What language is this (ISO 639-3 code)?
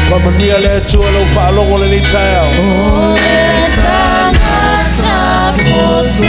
smo